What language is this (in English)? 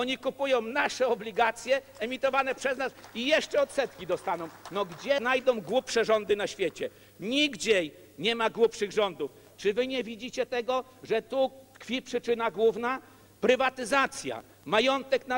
Polish